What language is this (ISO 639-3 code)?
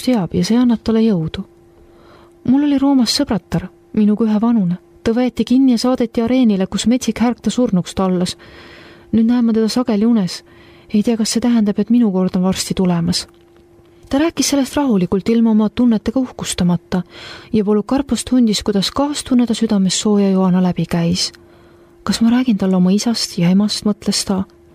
est